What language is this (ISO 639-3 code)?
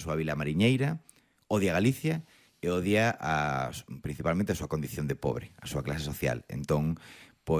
glg